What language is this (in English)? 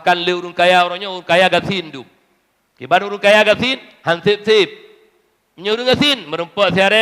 Achinese